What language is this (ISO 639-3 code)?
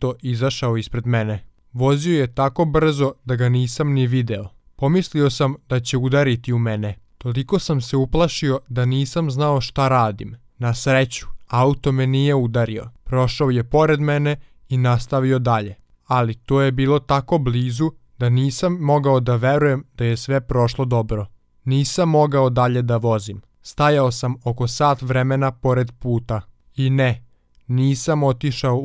srp